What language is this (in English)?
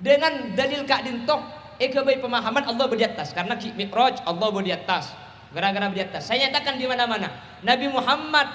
Madurese